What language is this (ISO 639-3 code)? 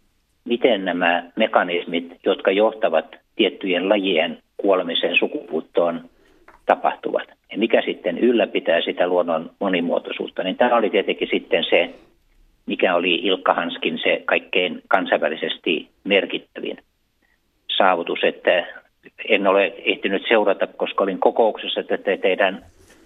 fin